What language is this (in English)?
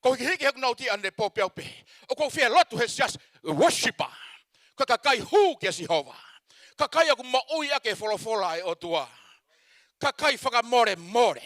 Tongan